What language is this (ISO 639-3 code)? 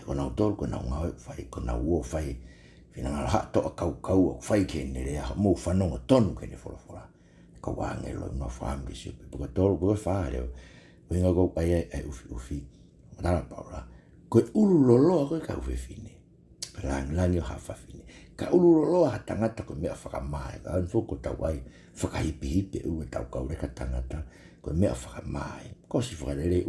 ton